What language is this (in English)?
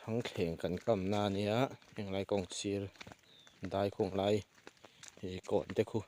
Mizo